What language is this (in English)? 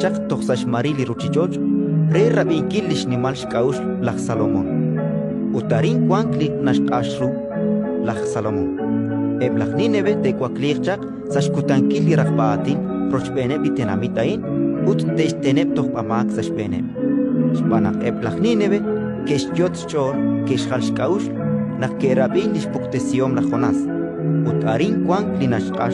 Kekchí